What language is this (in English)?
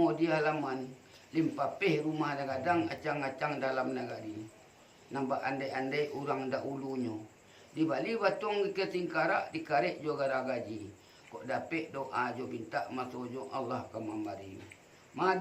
Minangkabau